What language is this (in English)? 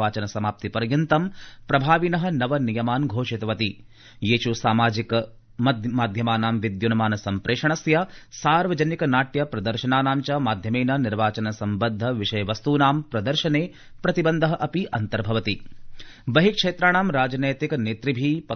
Sanskrit